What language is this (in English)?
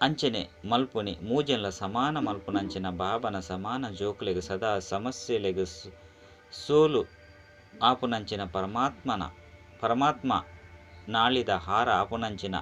Tulu